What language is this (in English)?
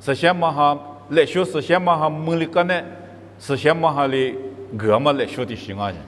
Lisu